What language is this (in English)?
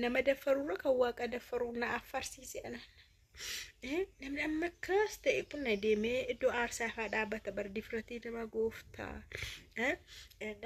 Oromo